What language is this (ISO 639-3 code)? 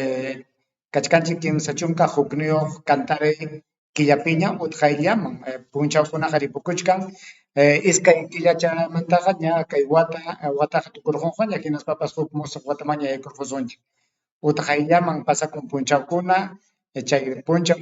quy